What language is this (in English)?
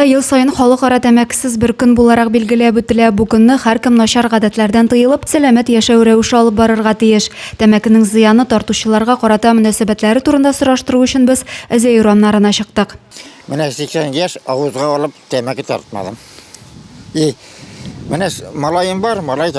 Tatar